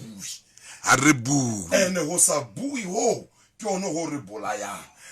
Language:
Southern Sotho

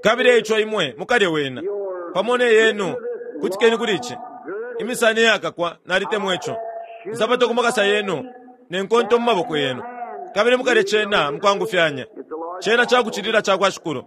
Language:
Bemba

